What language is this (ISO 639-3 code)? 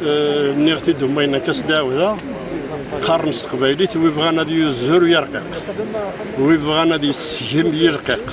kab